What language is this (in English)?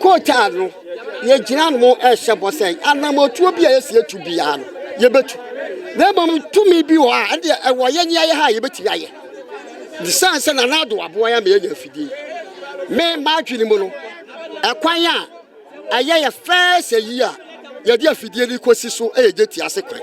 Akan